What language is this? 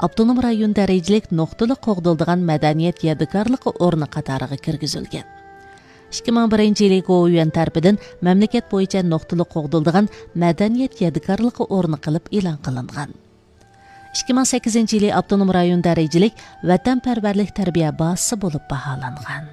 Uyghur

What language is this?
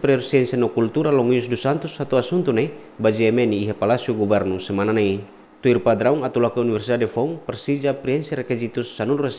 Tetum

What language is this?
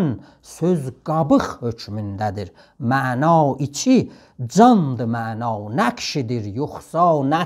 South Azerbaijani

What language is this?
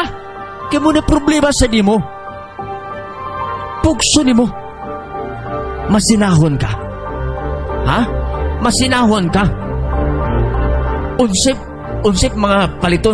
Cebuano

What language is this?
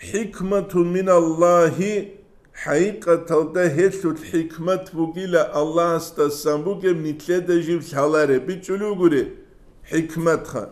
Avaric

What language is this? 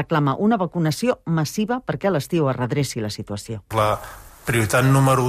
Catalan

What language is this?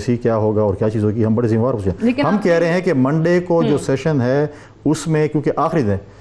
Urdu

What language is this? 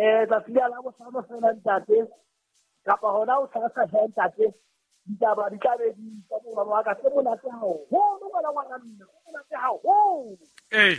Southern Sotho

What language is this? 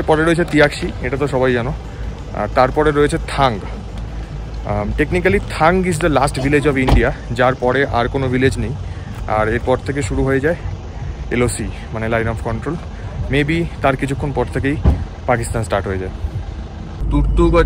Bangla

